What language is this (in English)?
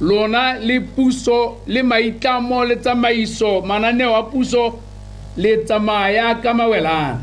Tswana